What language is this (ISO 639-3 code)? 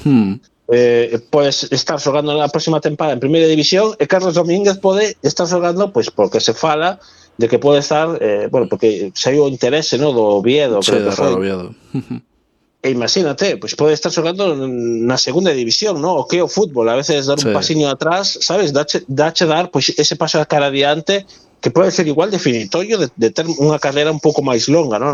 glg